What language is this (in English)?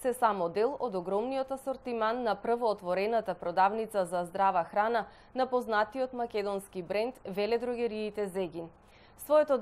Macedonian